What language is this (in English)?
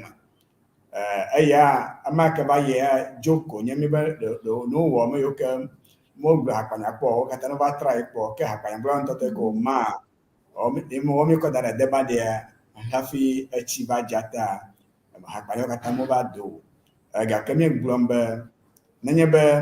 Ewe